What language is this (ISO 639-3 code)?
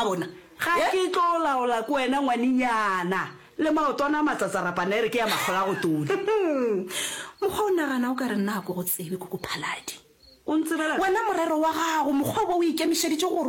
nso